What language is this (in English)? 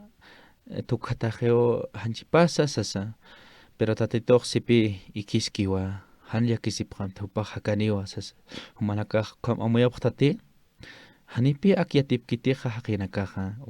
Aymara